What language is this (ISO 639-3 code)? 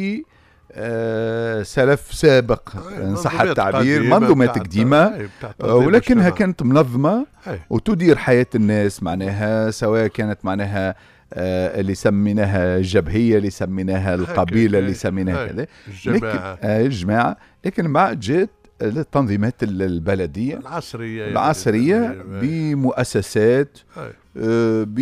aeb